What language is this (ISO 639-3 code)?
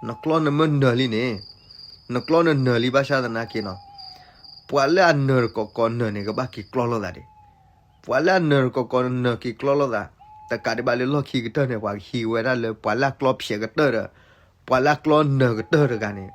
ksw